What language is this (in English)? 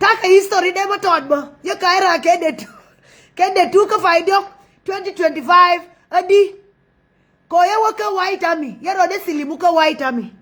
Nuer